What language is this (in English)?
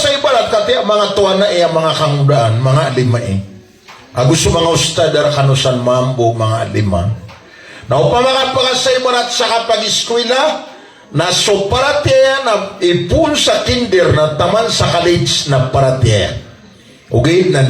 Maranao